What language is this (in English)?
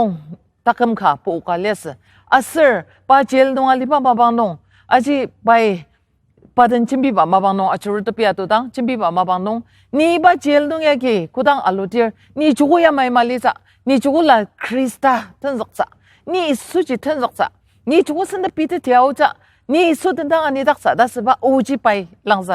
Ao Naga